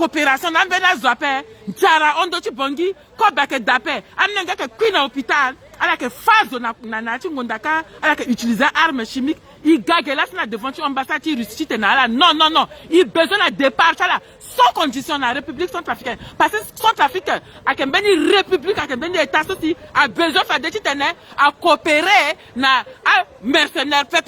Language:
Sango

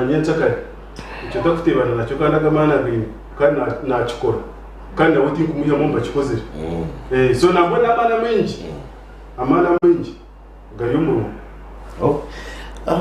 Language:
Nyankole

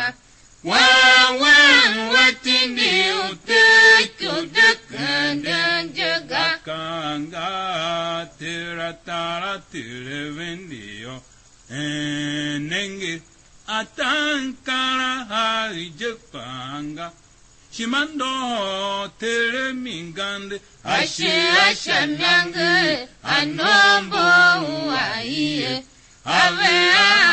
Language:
Tiv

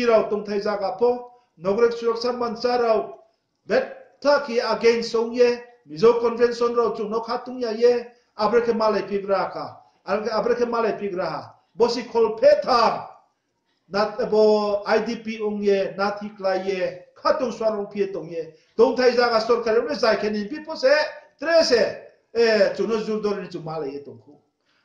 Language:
Riang (India)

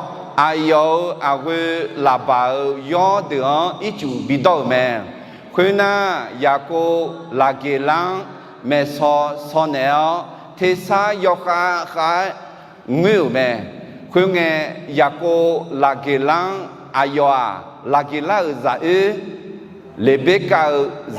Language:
Akha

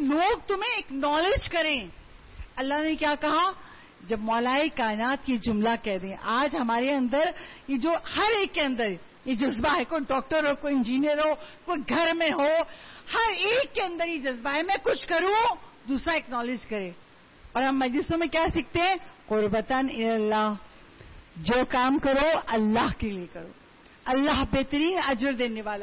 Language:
Urdu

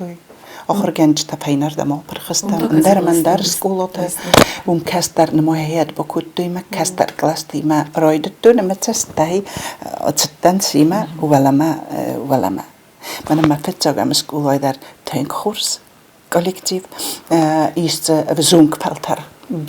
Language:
Ossetic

